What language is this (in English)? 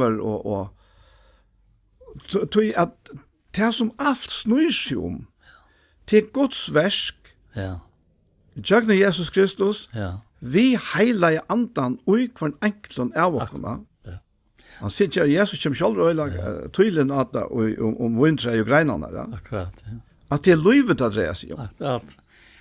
Faroese